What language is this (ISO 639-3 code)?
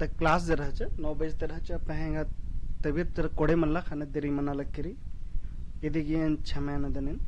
kru